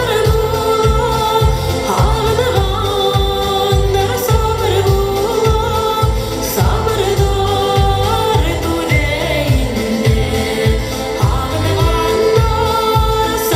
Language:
Bashkir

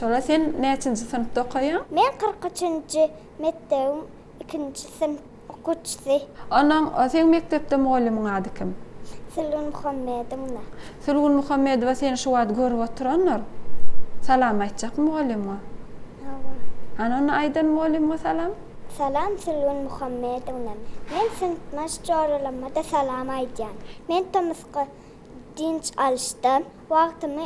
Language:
Turkmen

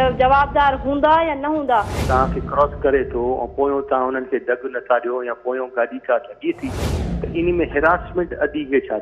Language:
Sindhi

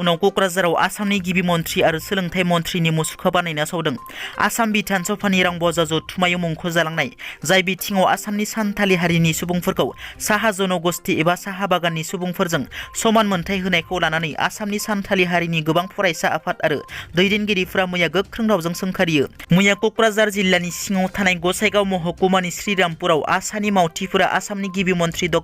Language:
Bodo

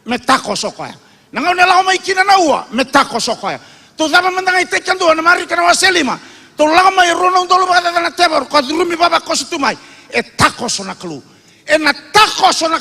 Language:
Fijian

